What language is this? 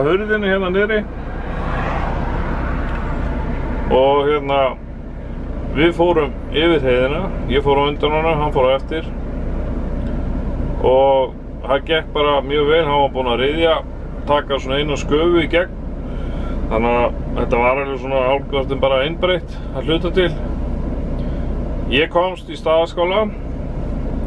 Icelandic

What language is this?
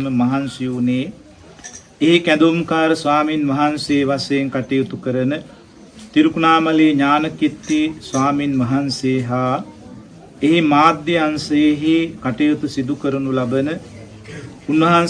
Sinhala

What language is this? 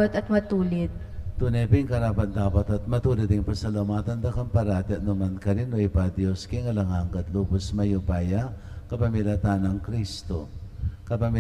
Pampanga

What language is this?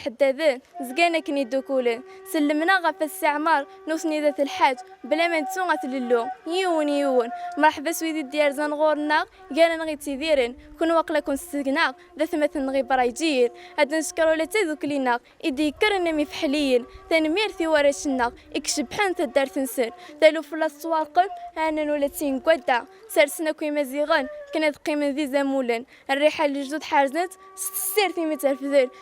Kabyle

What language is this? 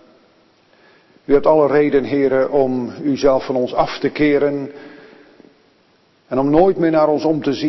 Dutch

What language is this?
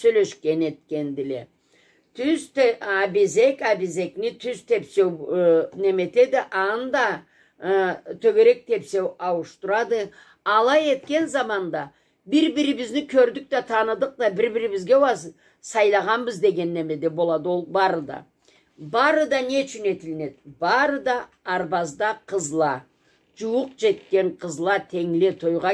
Karachay-Balkar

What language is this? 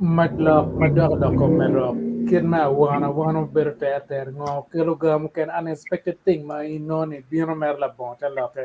Acoli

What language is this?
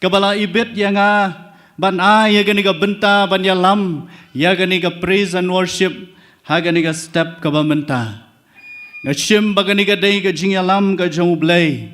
Khasi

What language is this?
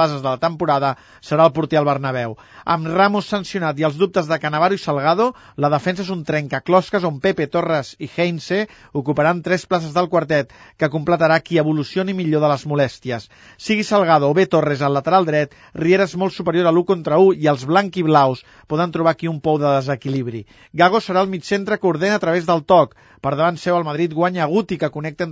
Catalan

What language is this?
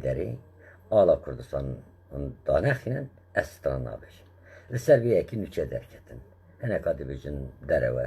Kurdish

